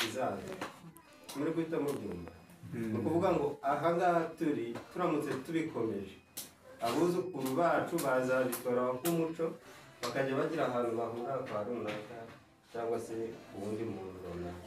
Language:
Kinyarwanda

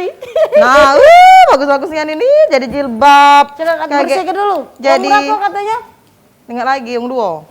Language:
Musi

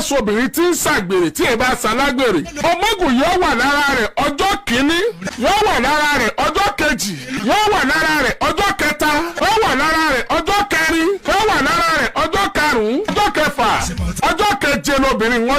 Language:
Yoruba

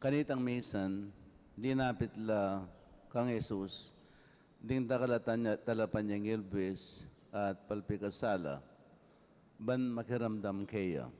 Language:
Pampanga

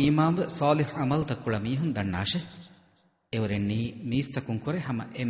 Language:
Divehi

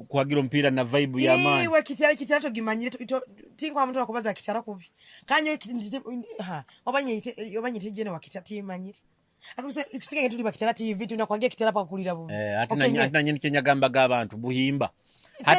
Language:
Nyoro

